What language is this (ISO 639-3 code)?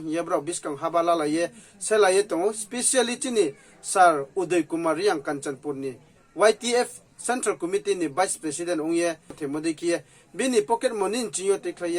ria